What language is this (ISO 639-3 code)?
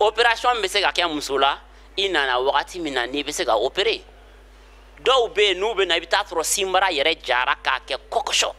bam